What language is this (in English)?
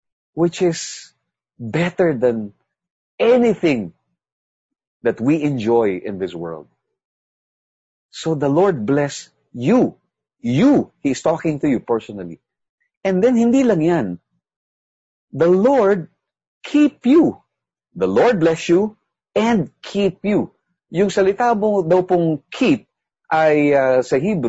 Filipino